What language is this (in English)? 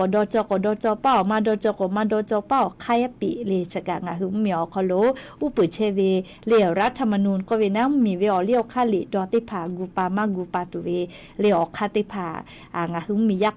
Lahu